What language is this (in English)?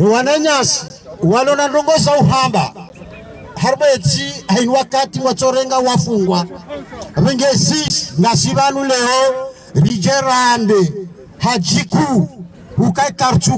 Ngazidja Comorian